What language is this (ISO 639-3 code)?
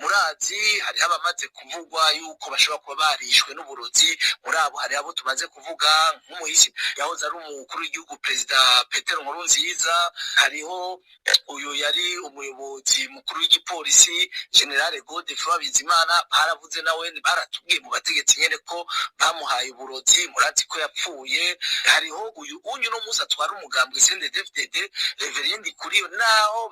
run